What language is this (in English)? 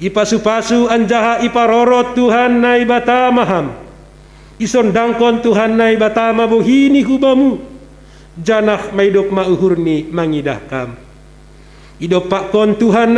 Batak Simalungun